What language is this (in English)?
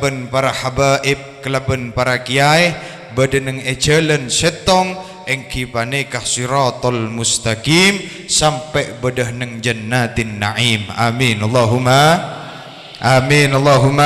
Madurese